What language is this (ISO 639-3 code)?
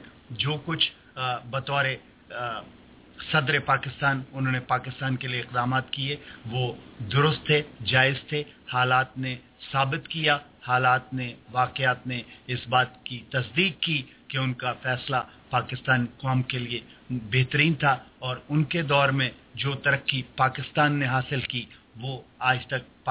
urd